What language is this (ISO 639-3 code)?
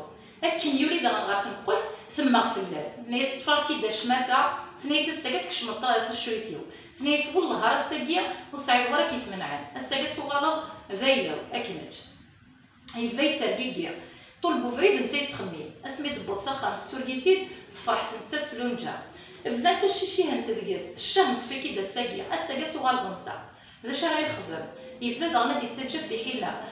kab